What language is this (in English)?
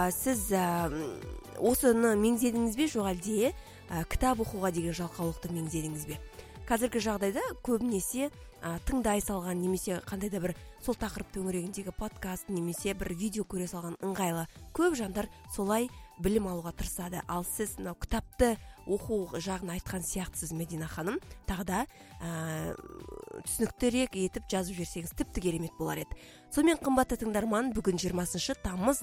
Kazakh